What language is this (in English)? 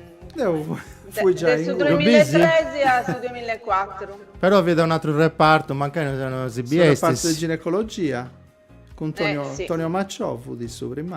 Sardinian